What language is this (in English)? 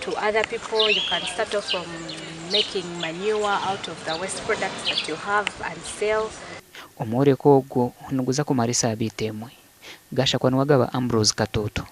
Nyankole